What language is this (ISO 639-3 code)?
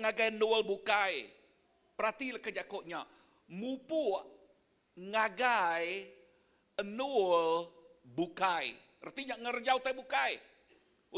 iba